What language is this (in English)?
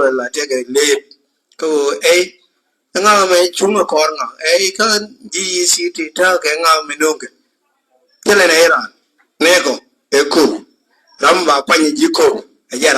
Nuer